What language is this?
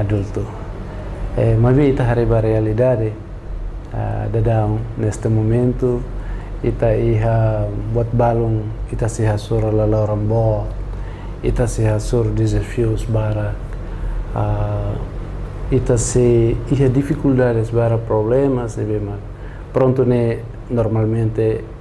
Tetum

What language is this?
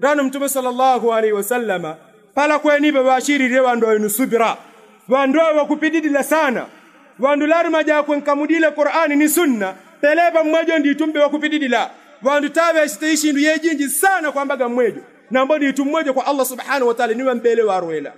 Yao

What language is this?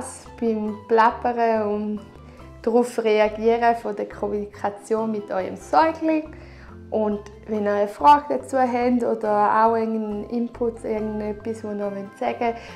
Swiss German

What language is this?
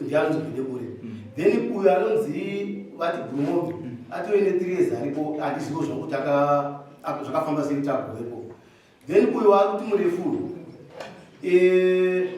Shona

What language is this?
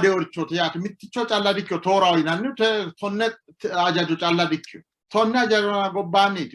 Sidamo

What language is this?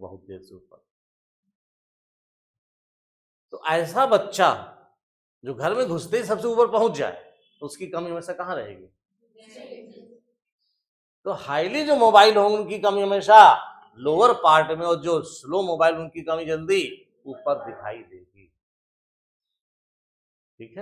Hindi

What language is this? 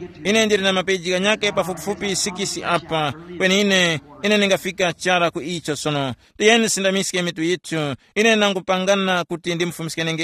Tumbuka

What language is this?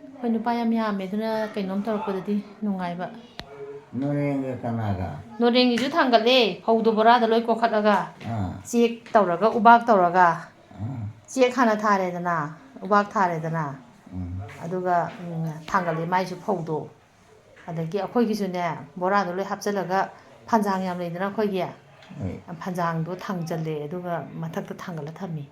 Manipuri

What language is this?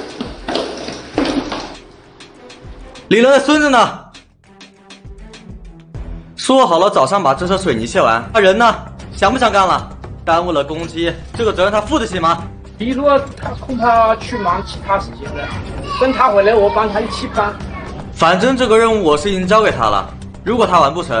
Chinese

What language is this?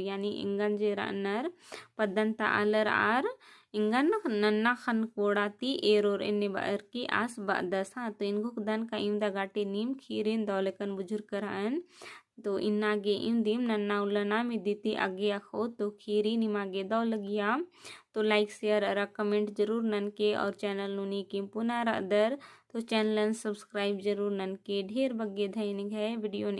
Kurukh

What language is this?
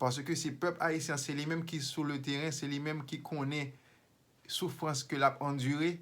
Haitian Creole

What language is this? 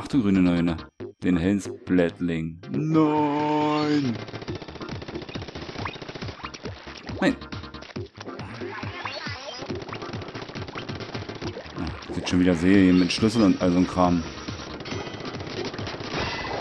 German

